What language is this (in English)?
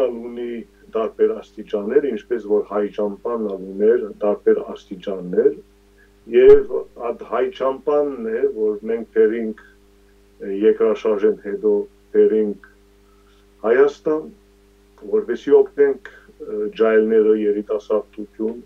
Western Armenian